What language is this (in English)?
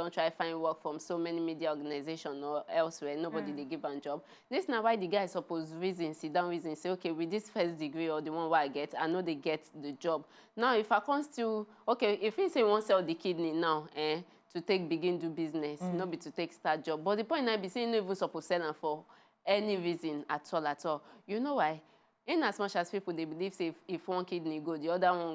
Nigerian Pidgin